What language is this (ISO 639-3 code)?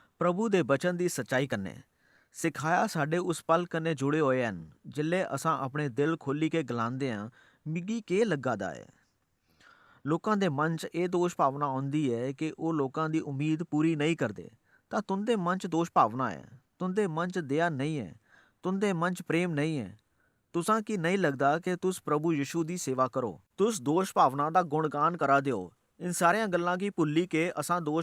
doi